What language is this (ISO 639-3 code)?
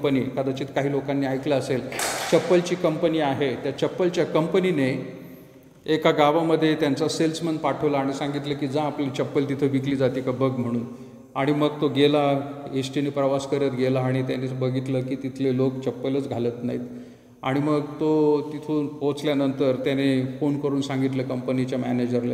mar